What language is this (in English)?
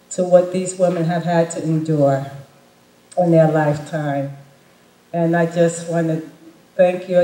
English